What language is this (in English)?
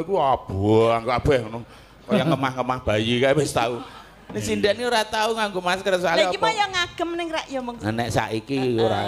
Javanese